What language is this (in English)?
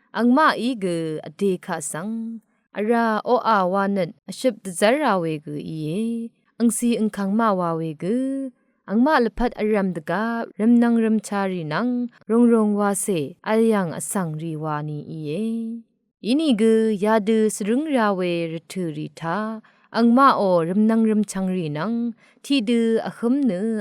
Rawang